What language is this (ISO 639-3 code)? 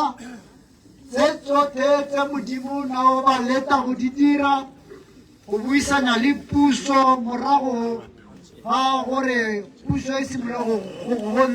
tsn